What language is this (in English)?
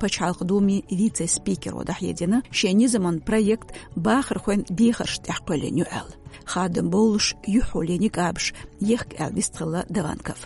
Chechen